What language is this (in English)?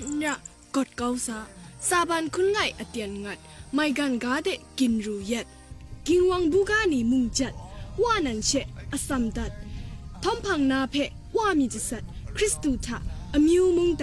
Kachin